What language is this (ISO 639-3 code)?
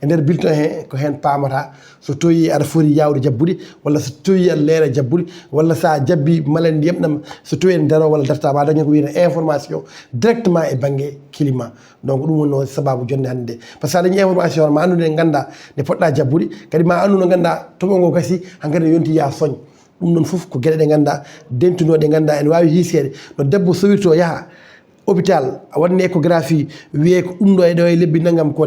ful